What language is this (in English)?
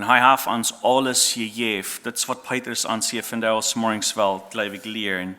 Plautdietsch